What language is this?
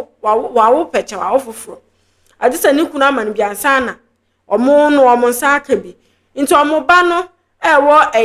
Akan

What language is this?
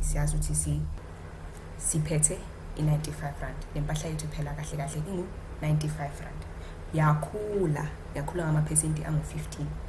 Zulu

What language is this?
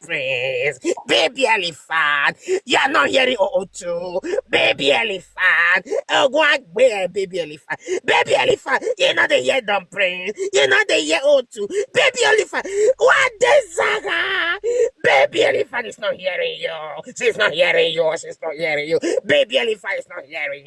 Nigerian Pidgin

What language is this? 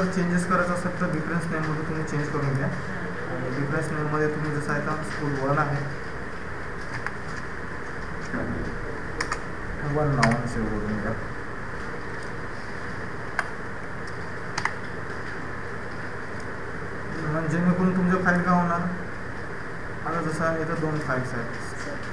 Marathi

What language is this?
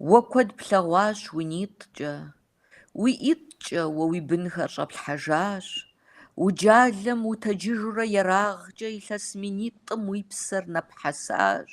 Kabardian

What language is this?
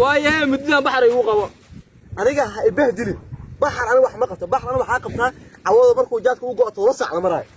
Somali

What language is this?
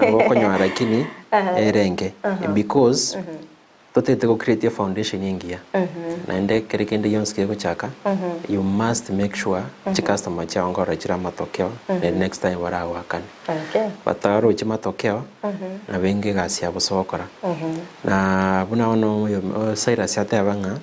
Gusii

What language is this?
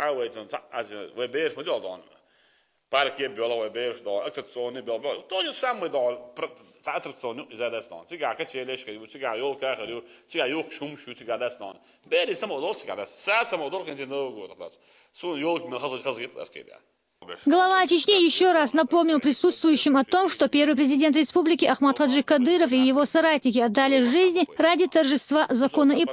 Chechen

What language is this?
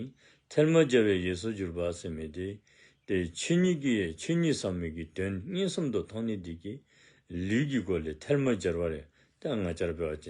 Dzongkha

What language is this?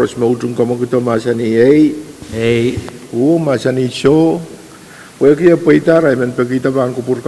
Pohnpeian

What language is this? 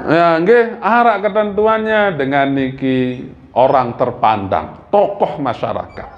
Sasak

